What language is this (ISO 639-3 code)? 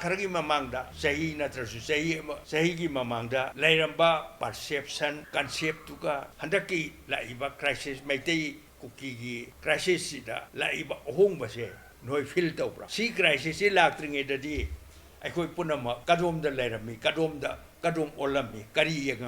mni